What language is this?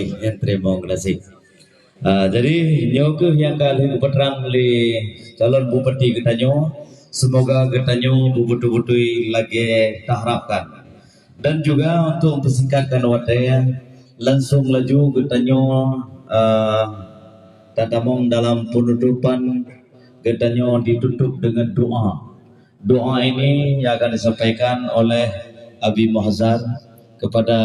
Achinese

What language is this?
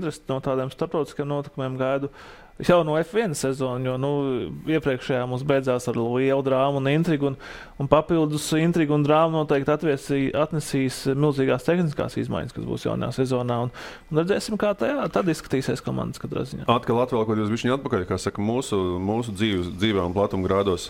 Latvian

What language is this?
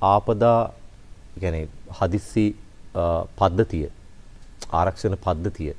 Sinhala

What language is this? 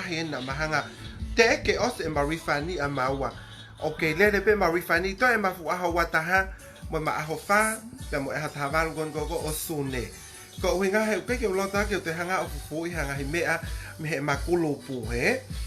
Tongan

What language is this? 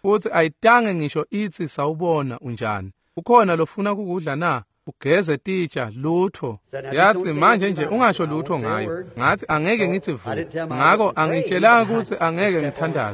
Swati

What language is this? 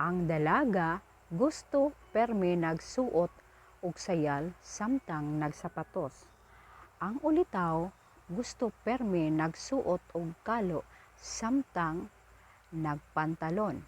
Cebuano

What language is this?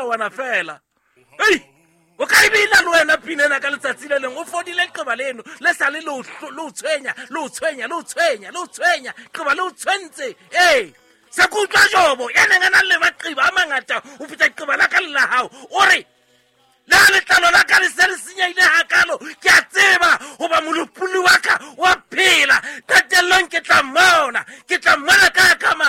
Southern Sotho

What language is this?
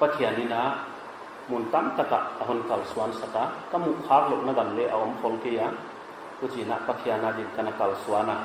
Paite Chin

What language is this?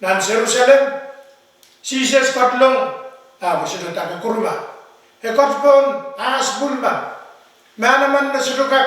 Pohnpeian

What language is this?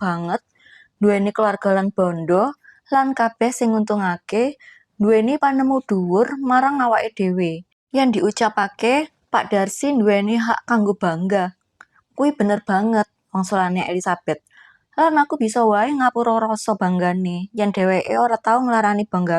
Javanese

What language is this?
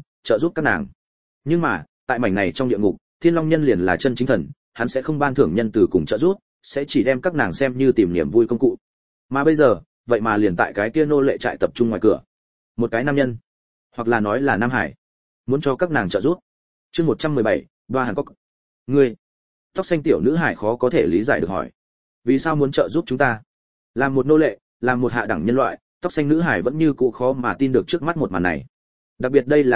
Vietnamese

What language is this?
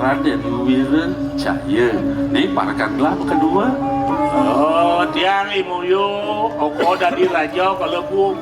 Balinese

